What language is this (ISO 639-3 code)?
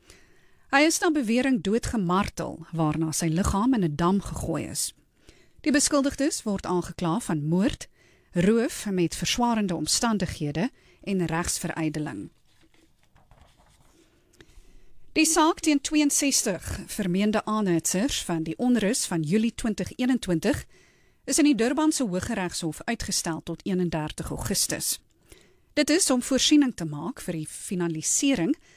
afr